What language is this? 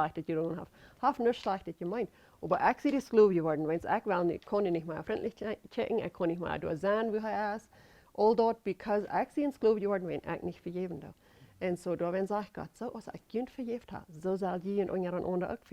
Plautdietsch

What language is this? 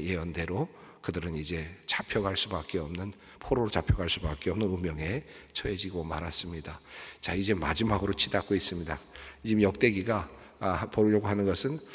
Korean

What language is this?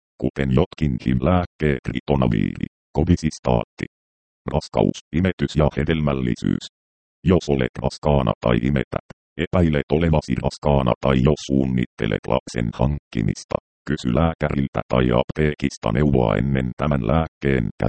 Finnish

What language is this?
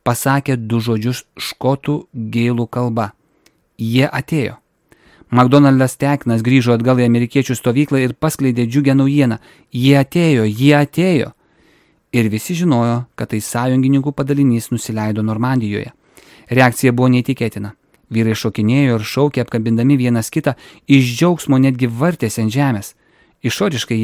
Lithuanian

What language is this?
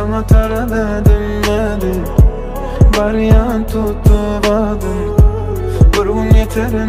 Turkmen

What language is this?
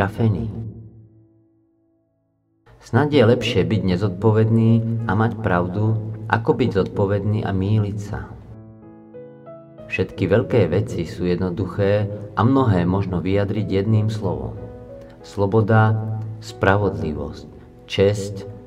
Slovak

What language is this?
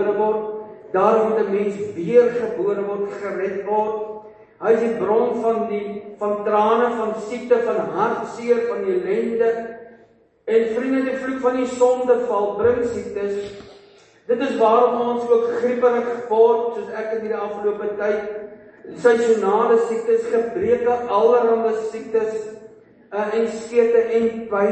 Afrikaans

